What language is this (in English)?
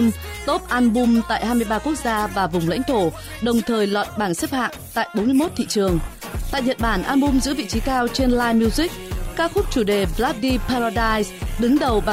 Vietnamese